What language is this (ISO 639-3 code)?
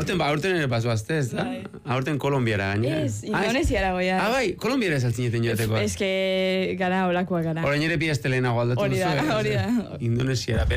eus